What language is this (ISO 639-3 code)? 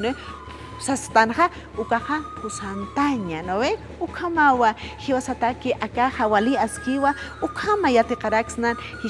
aym